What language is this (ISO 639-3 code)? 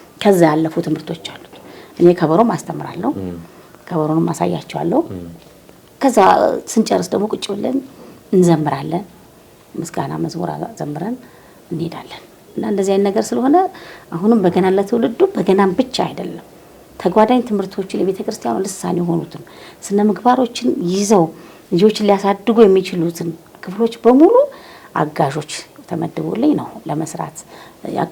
amh